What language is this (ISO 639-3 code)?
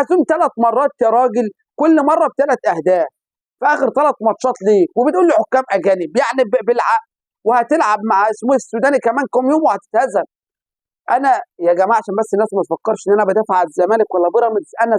arz